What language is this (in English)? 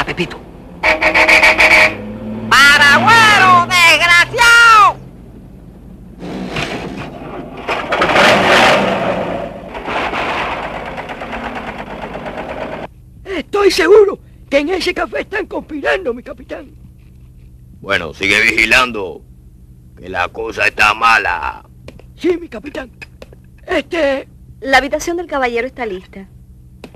Spanish